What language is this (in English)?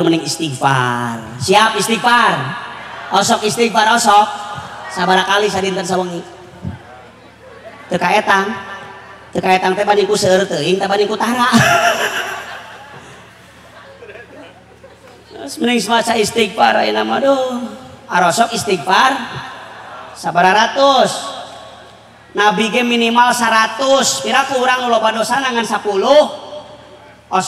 Sundanese